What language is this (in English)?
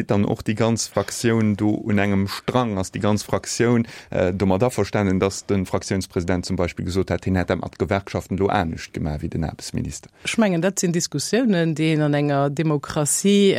Luxembourgish